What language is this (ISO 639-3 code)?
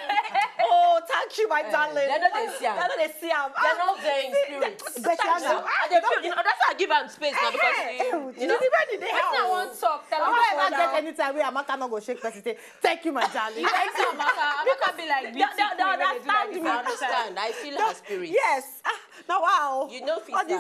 pcm